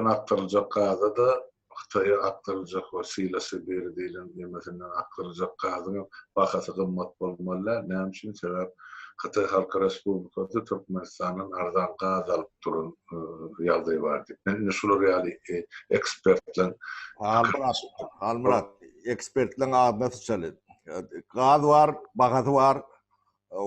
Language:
Turkmen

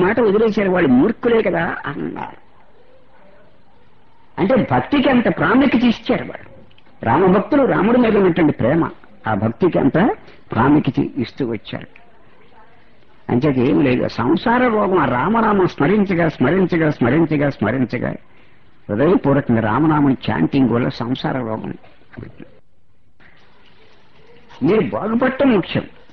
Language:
Telugu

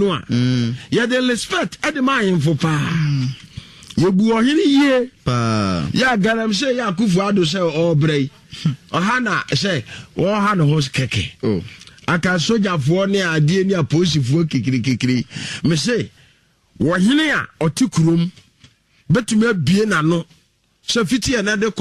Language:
Akan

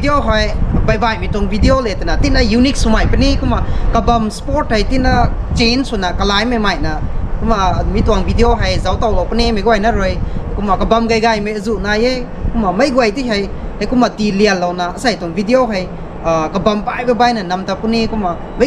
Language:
Rongmei Naga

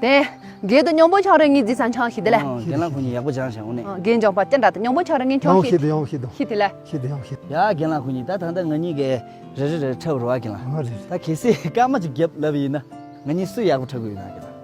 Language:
Tibetan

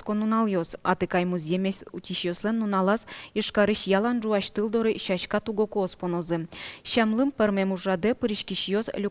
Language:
Udmurt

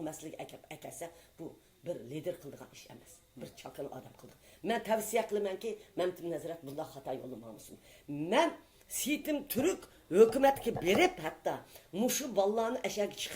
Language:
Uyghur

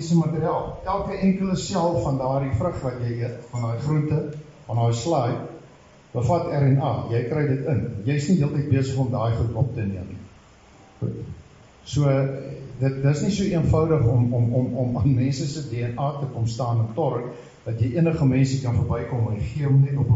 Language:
Afrikaans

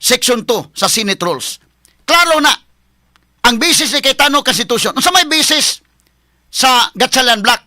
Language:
Cebuano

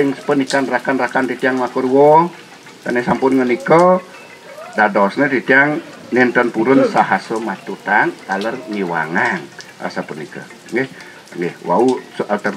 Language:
Balinese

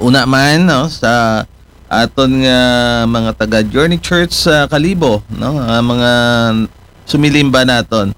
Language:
Aklanon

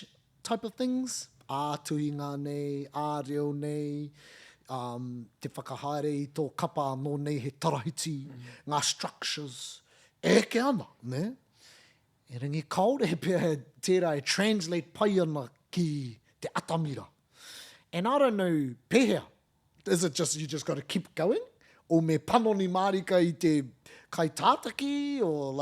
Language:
Māori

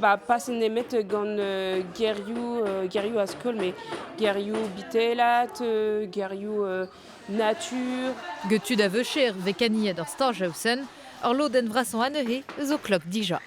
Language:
Breton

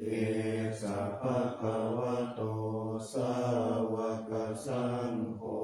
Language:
Pali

